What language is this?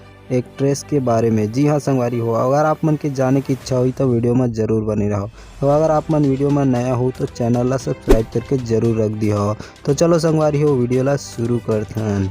Chhattisgarhi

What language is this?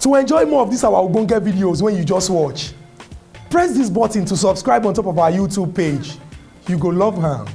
Nigerian Pidgin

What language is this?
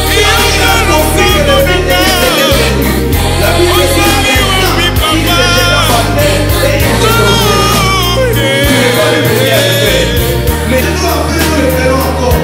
French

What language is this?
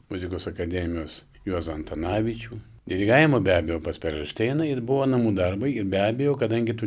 Lithuanian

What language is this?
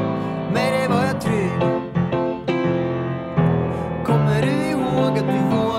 Swedish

